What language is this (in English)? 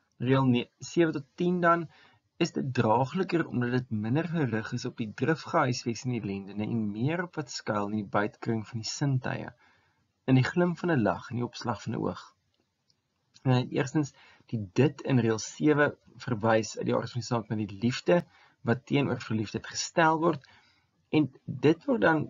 Afrikaans